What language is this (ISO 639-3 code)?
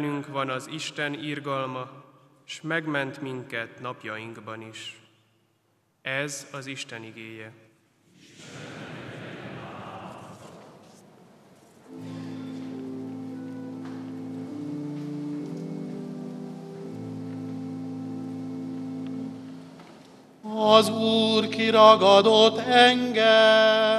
hun